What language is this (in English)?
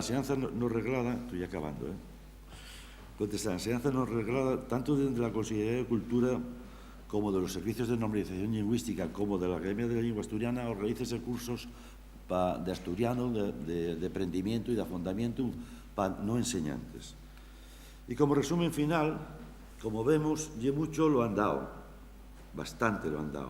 Asturian